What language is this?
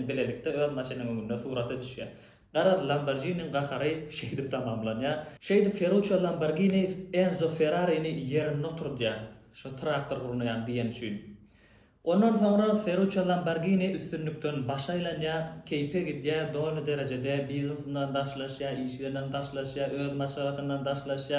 Turkmen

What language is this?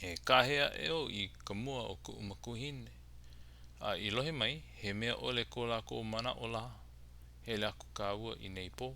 Hawaiian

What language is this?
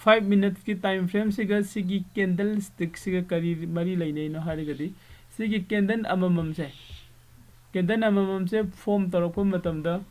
Manipuri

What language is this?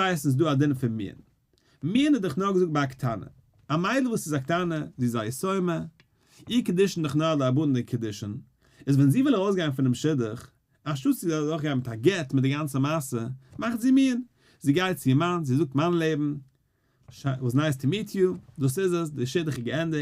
Yiddish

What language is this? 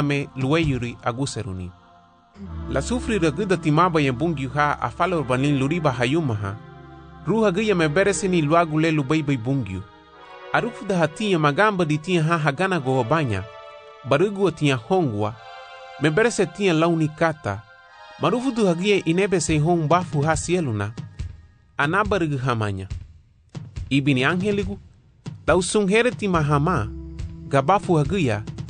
Garifuna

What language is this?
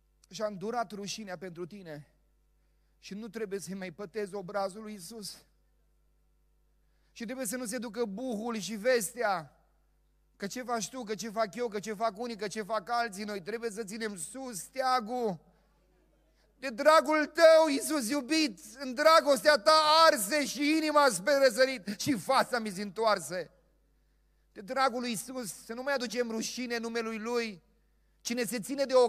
Romanian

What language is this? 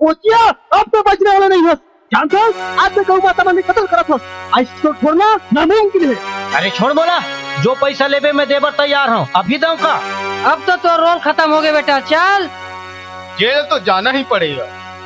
Chhattisgarhi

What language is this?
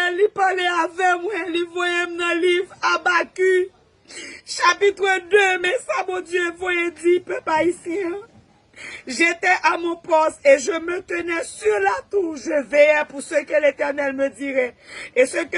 Haitian Creole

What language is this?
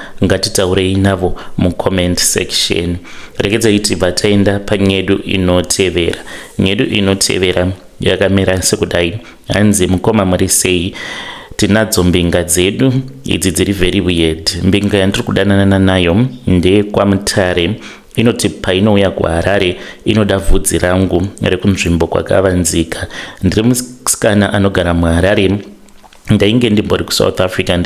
Shona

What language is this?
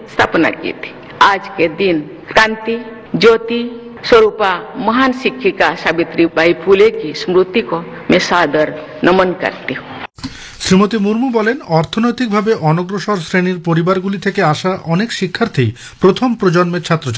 Bangla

